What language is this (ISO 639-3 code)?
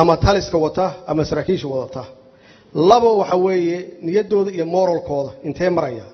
som